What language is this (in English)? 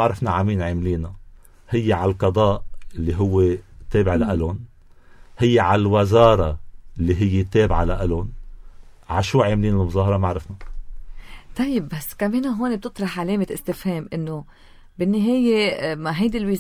North Levantine Arabic